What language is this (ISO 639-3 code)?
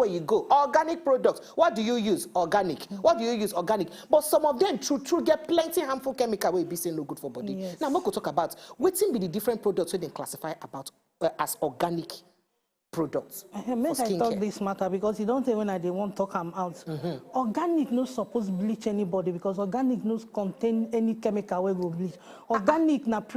pcm